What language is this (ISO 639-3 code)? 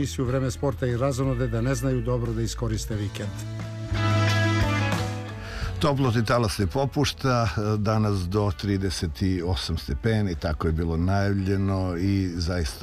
srp